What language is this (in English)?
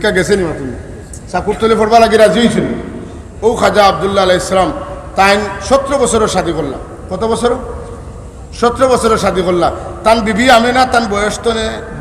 Sylheti